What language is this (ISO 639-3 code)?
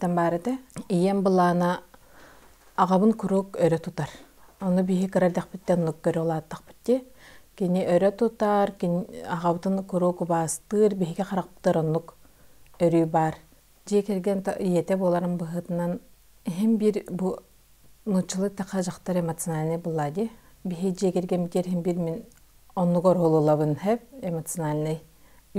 sah